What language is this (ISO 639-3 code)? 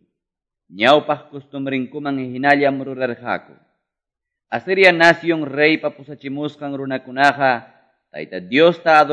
que